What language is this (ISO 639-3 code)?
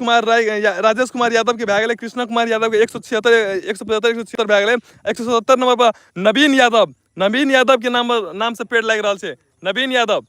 mai